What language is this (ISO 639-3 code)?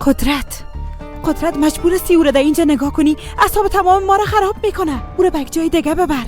fas